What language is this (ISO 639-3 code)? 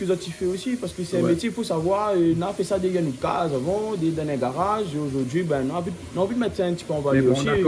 rcf